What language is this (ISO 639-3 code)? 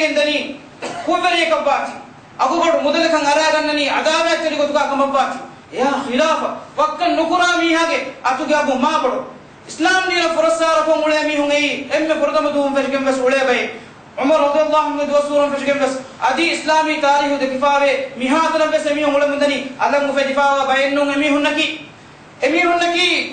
div